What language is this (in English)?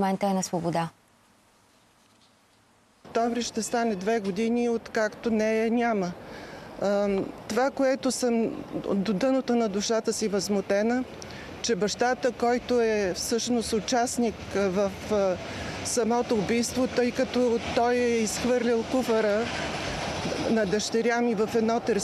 Bulgarian